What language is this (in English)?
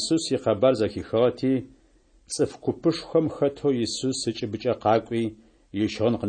Adyghe